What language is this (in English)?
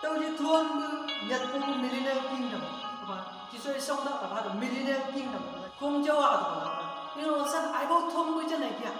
Chang Naga